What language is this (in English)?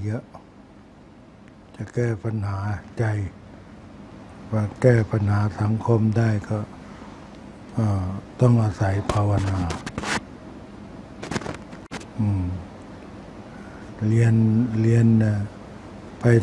Thai